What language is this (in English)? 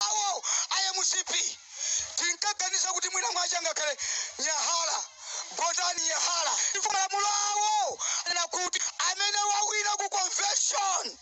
Nyanja